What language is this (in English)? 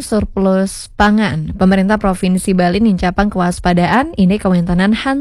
Balinese